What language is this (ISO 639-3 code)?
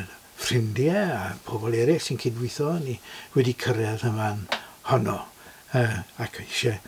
cym